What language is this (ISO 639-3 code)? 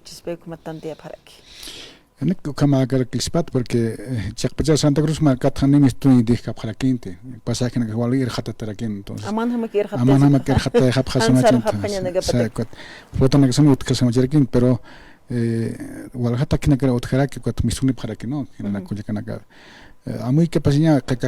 aym